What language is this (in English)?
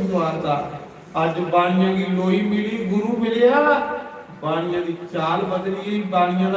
Dogri